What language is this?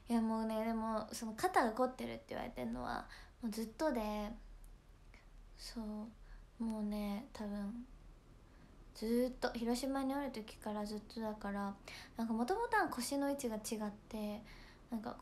Japanese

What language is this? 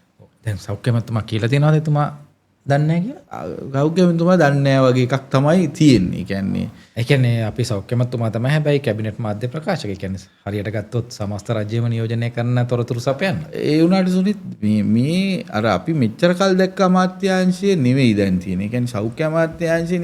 Sinhala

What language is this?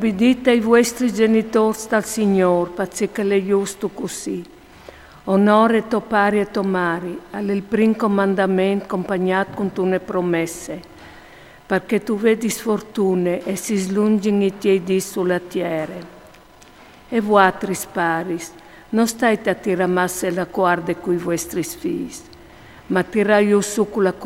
Friulian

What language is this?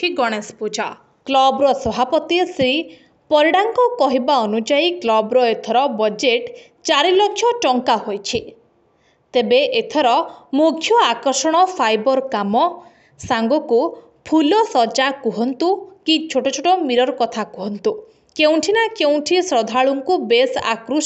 Odia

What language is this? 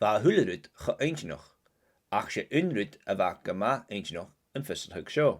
Scottish Gaelic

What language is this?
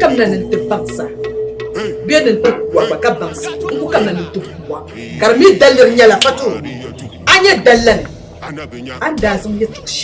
Dagbani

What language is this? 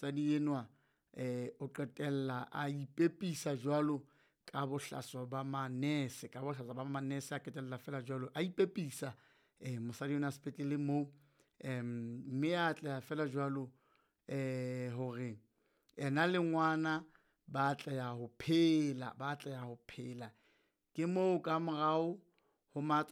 Southern Sotho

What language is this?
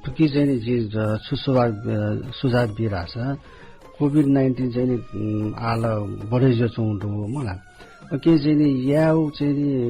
Newari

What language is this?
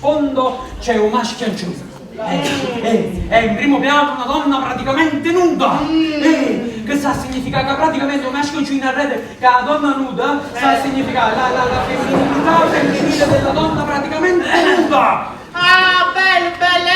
Neapolitan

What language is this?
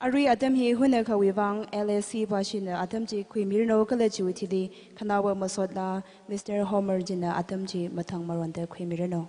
Tangkhul Naga (India)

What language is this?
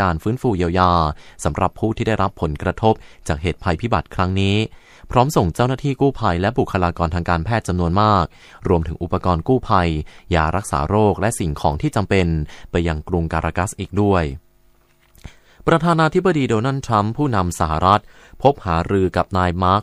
Thai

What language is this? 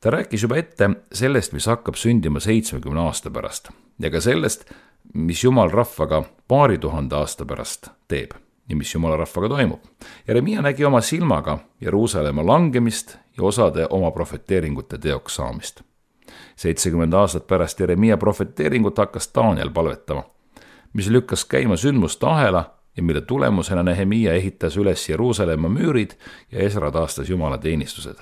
Estonian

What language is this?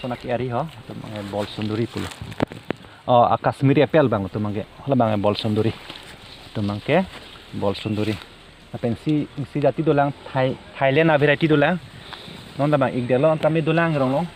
Karbi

